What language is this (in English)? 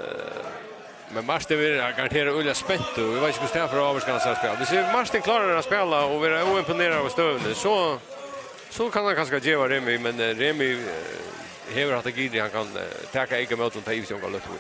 Faroese